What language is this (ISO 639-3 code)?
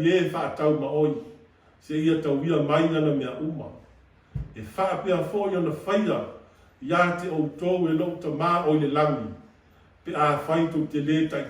smo